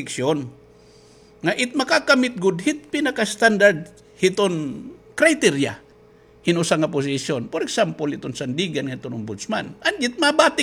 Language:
Waray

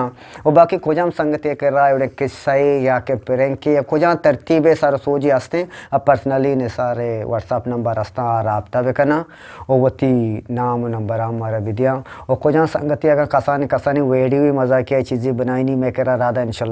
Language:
Eastern Balochi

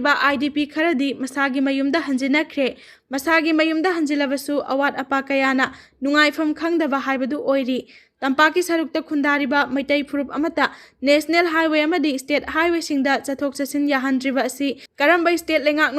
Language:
Manipuri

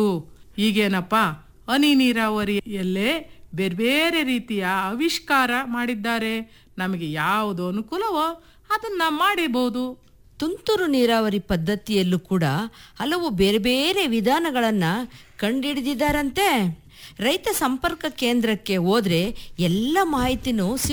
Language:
Kannada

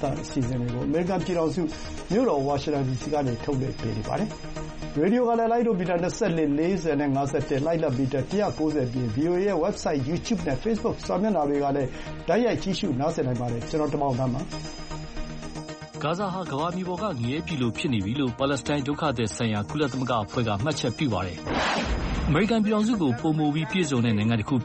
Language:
Burmese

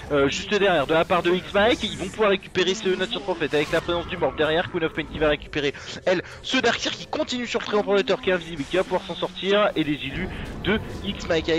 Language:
French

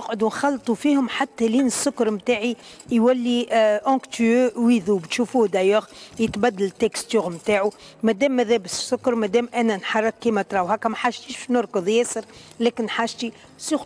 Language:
Tunisian Arabic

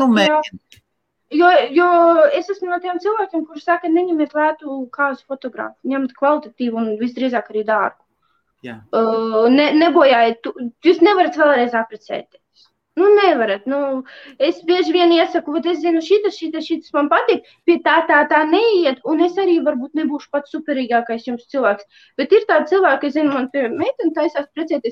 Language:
Latvian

